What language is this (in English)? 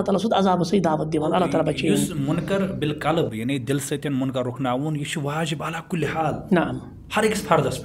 Kashmiri